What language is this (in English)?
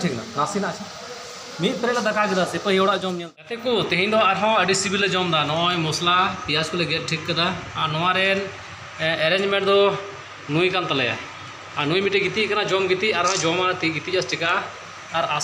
Santali